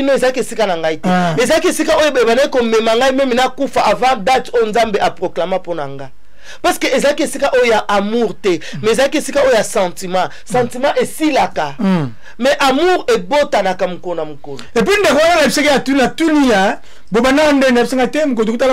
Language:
Lingala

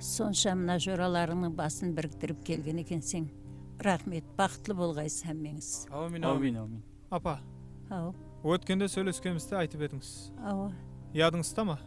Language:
Kara-Kalpak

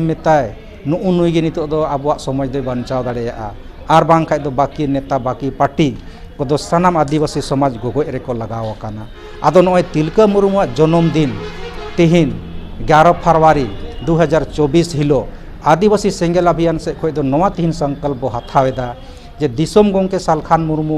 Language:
Santali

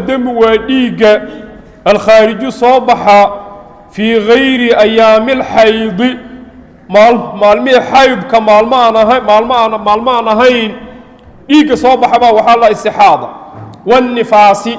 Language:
Somali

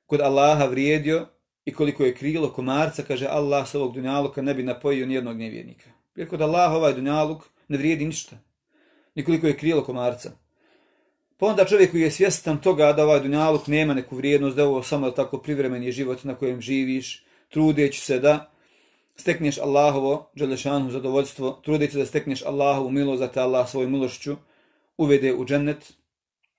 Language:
Bosnian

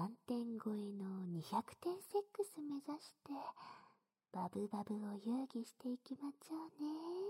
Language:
Japanese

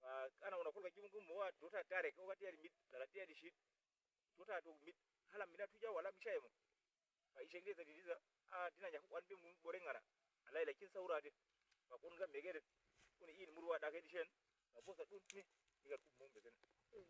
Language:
Uduk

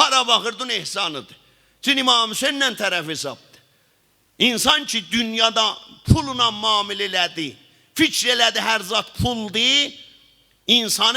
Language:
South Azerbaijani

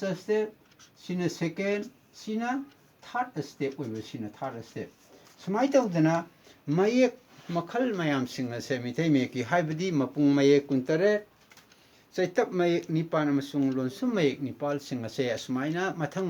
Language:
Manipuri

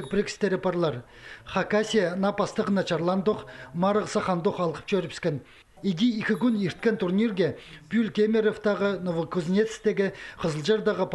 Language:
Khakas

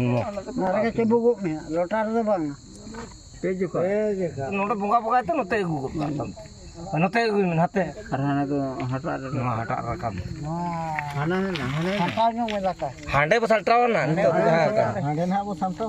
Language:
Santali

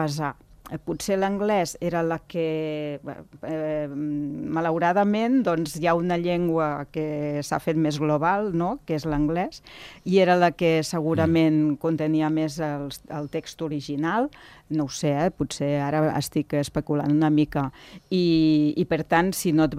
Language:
Catalan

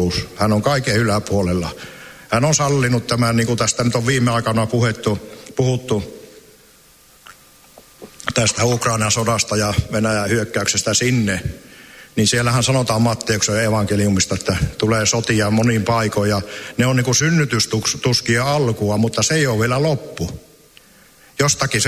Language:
Finnish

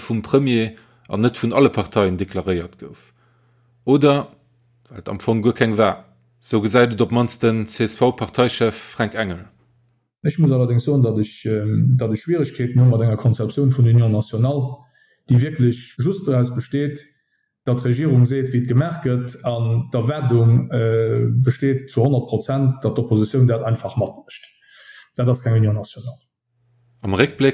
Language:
Luxembourgish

